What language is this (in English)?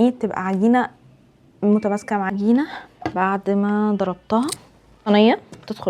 Egyptian Arabic